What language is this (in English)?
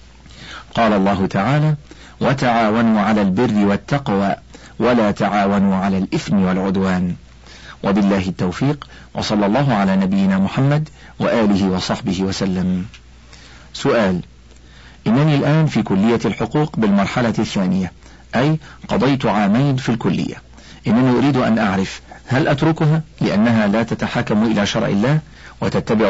Arabic